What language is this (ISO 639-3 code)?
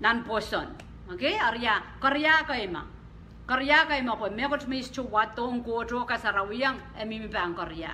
pon